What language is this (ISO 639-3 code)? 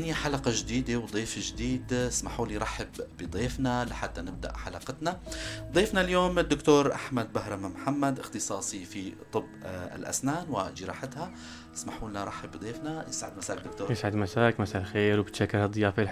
apc